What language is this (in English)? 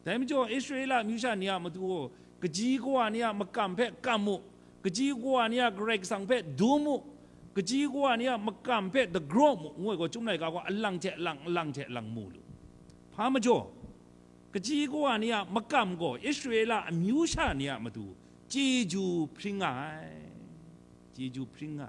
Kachin